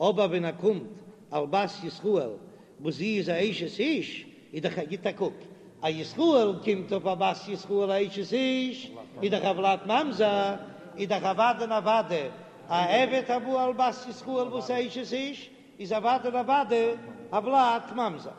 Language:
Yiddish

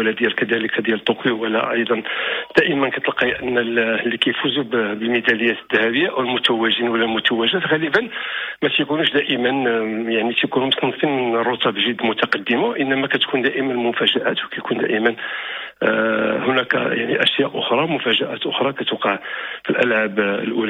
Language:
Moroccan Arabic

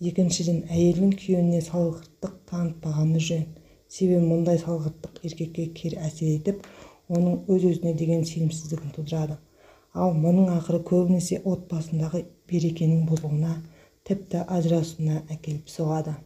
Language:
Kazakh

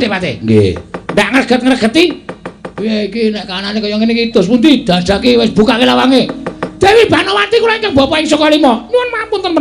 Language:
Javanese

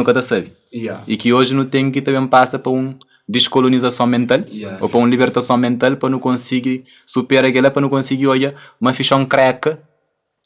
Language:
Kabuverdianu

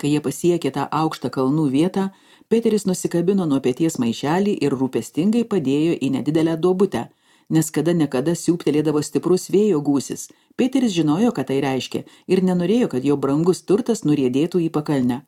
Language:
Lithuanian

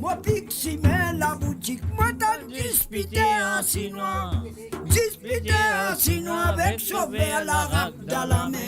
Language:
Morisyen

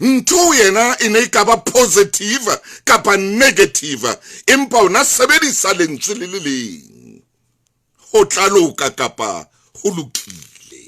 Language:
Southern Sotho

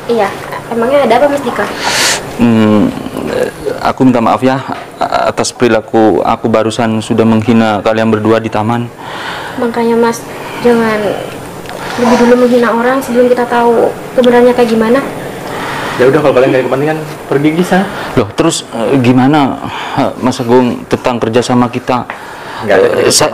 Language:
Indonesian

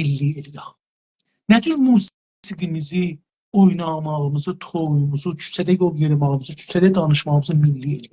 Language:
South Azerbaijani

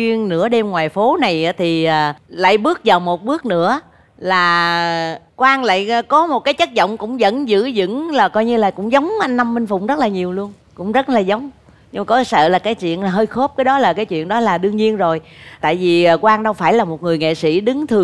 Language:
Vietnamese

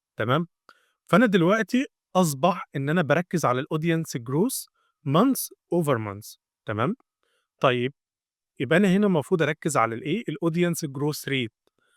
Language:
Egyptian Arabic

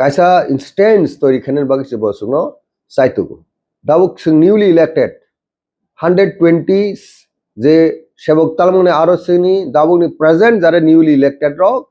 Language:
Kok Borok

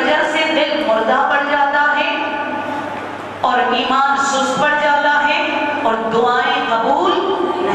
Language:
Urdu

